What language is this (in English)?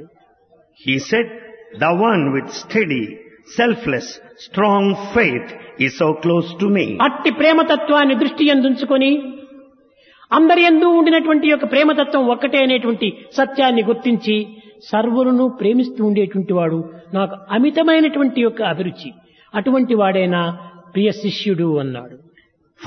Telugu